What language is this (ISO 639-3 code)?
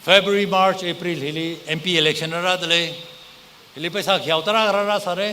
nmf